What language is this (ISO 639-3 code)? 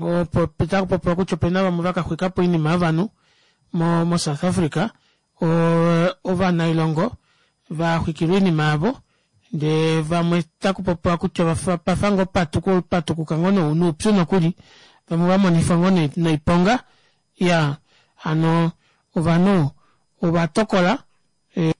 kua